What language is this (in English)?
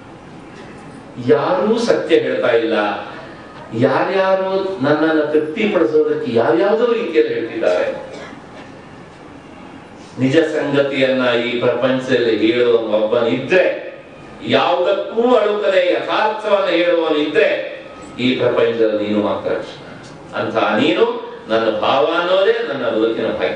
Kannada